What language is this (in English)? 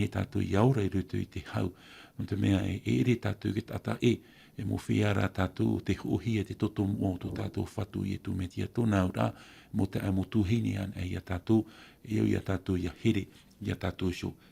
Tahitian